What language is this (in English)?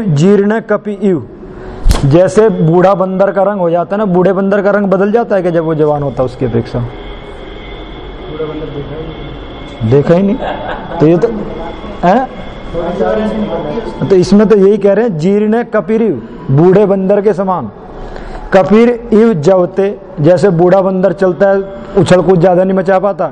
Hindi